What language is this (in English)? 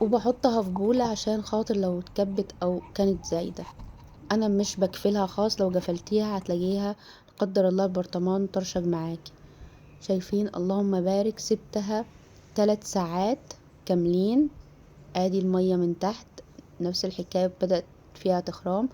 Egyptian Arabic